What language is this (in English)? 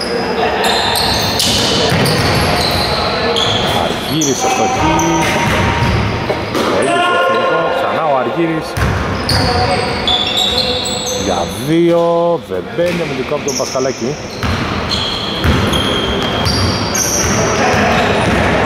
Greek